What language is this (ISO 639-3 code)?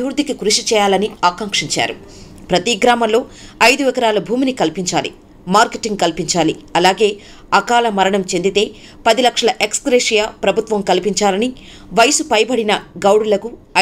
tel